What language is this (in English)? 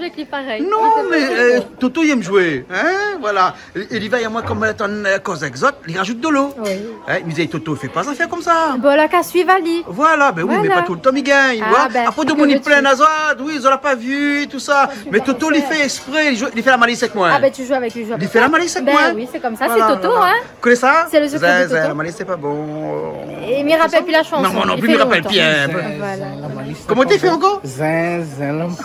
Réunion Creole French